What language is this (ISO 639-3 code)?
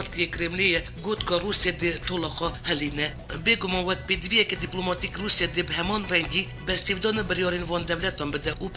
kur